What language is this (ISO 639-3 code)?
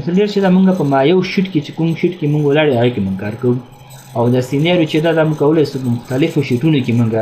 pus